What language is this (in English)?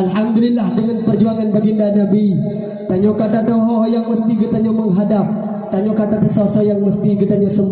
Achinese